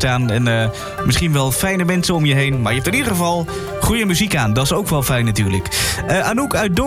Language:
Dutch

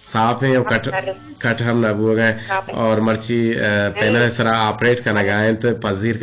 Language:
Eastern Balochi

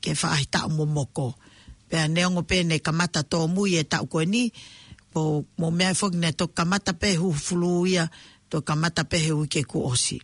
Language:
Tongan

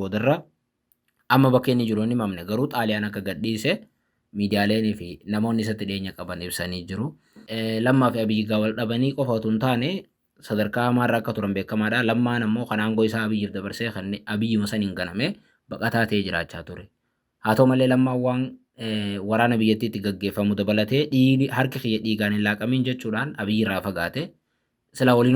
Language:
Oromo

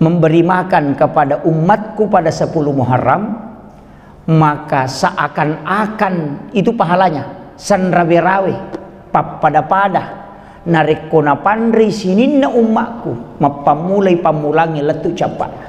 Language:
Buginese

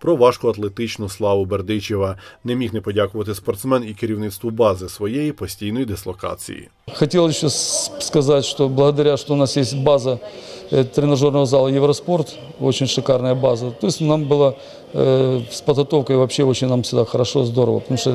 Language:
Ukrainian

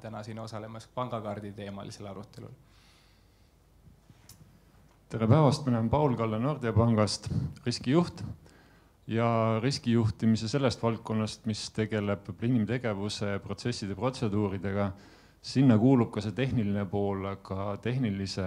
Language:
Estonian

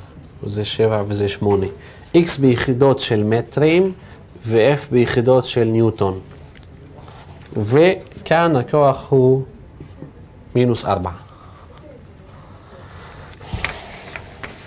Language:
Hebrew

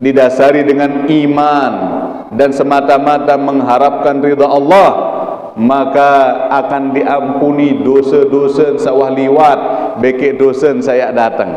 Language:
Sasak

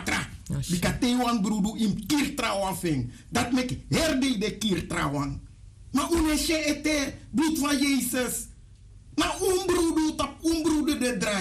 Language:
Sranan Tongo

